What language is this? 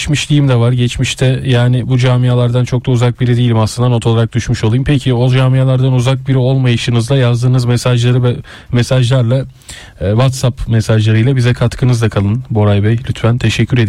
Turkish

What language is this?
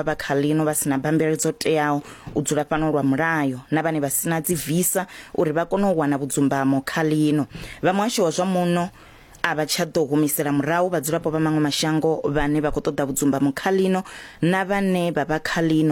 Venda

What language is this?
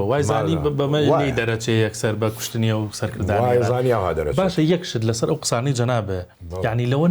Central Kurdish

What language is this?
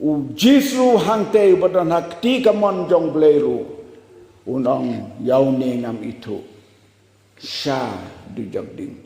Khasi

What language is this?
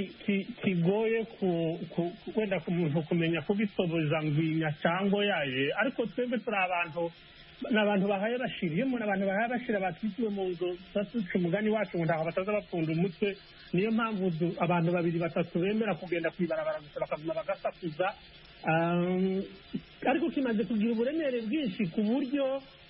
Kinyarwanda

